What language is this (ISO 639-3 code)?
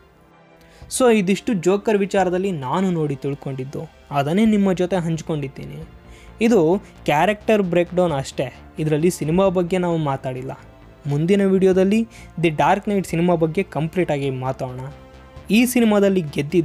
kan